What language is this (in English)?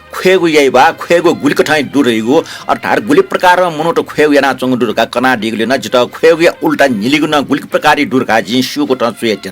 Newari